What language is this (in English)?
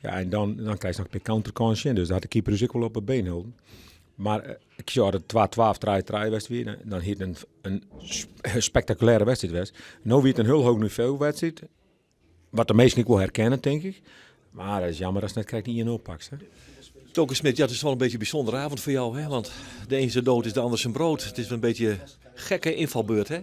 Western Frisian